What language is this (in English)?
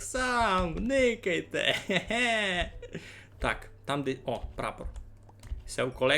Rusyn